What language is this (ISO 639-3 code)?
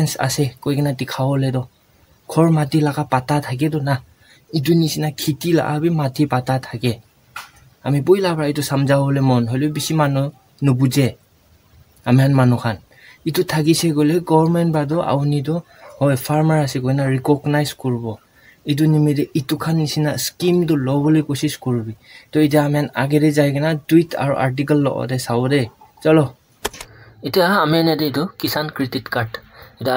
nag